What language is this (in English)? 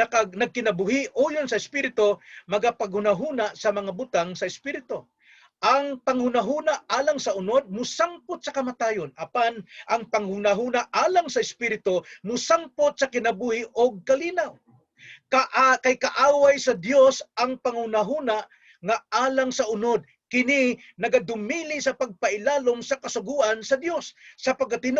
Cebuano